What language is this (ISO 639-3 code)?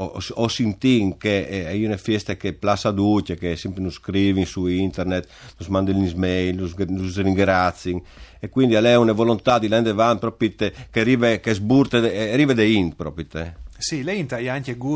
fur